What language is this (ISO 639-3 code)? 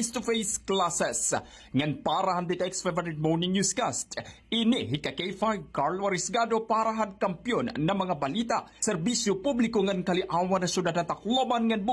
war